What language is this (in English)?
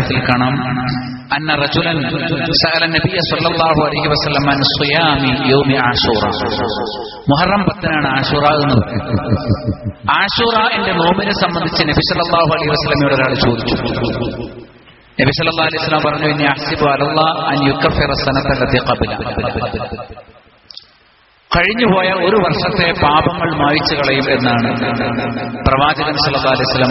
Malayalam